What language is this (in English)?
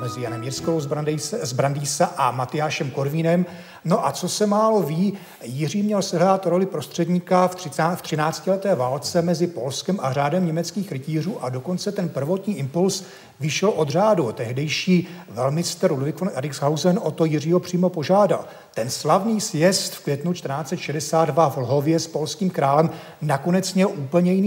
Czech